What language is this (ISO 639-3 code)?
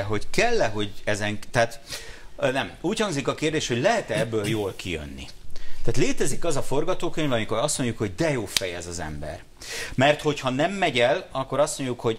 hun